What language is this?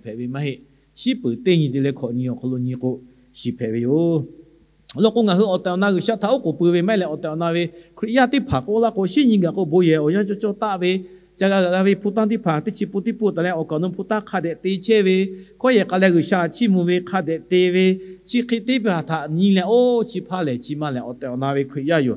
Lahu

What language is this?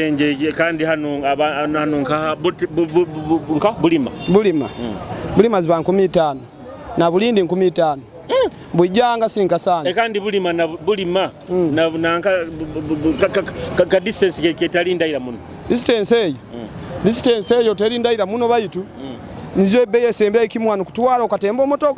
Nyoro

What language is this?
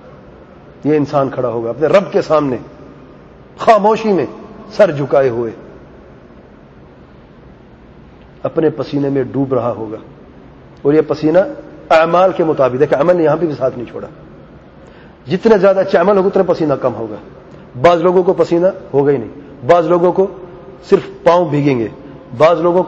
Urdu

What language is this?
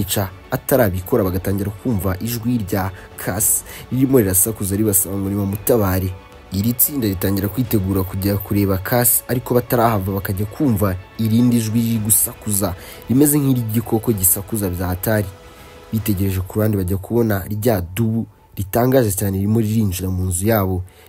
Kinyarwanda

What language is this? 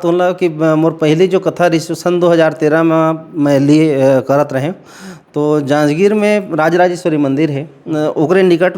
Chhattisgarhi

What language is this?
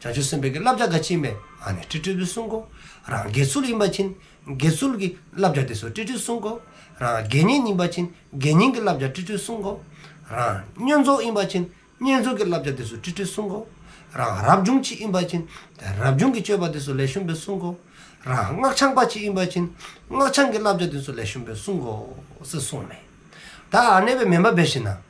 Dzongkha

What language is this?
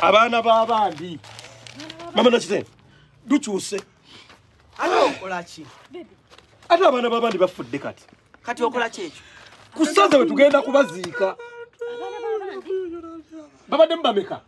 Ganda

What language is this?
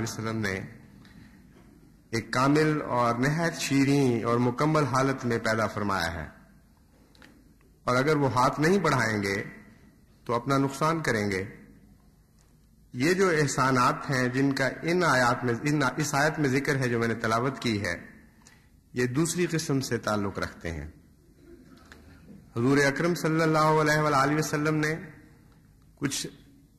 Urdu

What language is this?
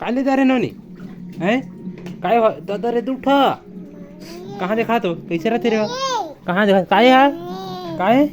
Chhattisgarhi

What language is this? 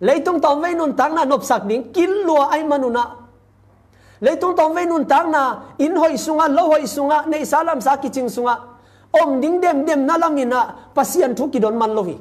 Tedim Chin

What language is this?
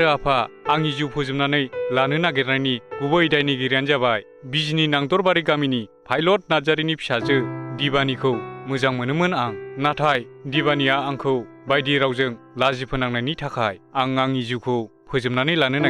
Bodo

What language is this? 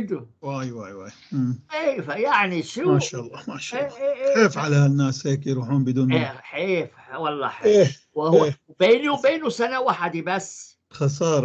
North Levantine Arabic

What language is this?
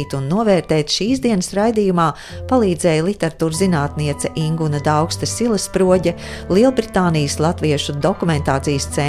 Latvian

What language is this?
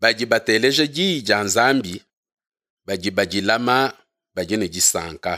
Luba-Lulua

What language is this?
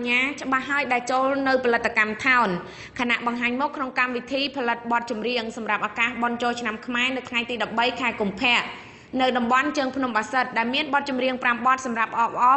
Khmer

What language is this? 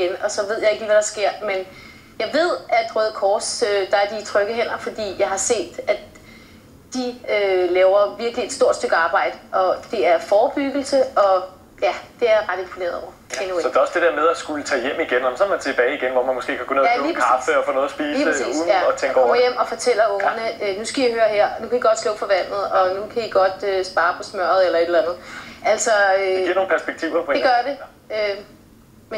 Danish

